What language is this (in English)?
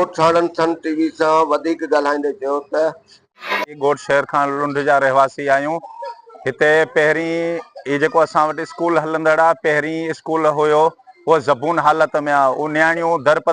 Sindhi